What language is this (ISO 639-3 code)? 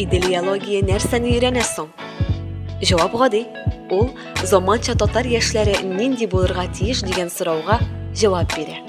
tat